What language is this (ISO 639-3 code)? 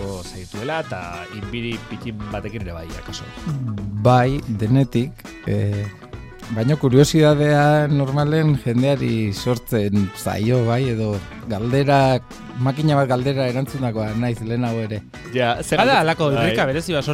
eus